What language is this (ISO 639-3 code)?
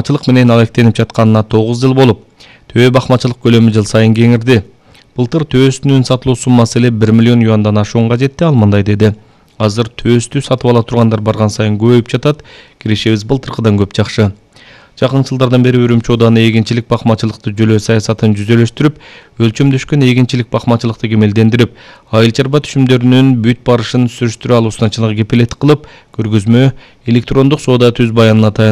kir